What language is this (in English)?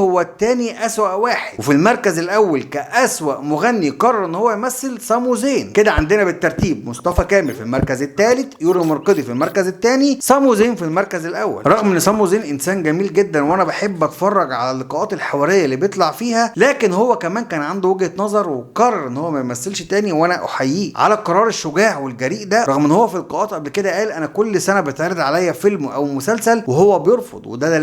Egyptian Arabic